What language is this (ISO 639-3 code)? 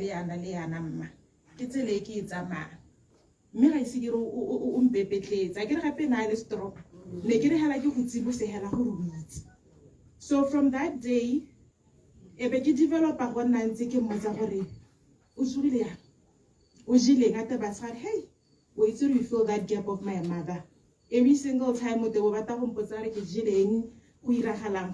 tsn